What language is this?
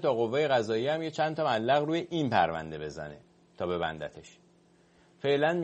Persian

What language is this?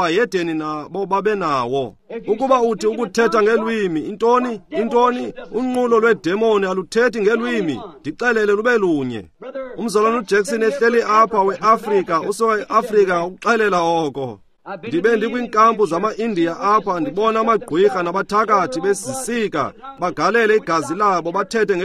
Xhosa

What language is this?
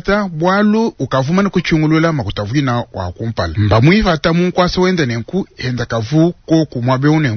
Luba-Lulua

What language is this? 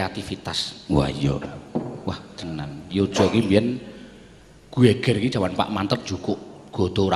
Javanese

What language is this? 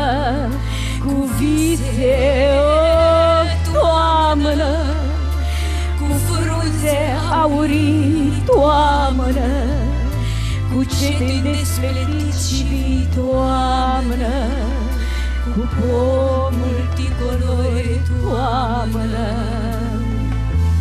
Romanian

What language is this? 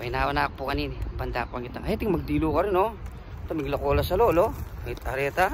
Pampanga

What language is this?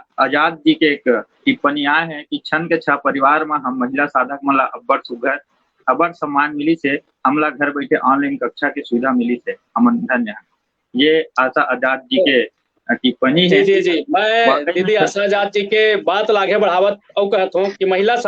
Chhattisgarhi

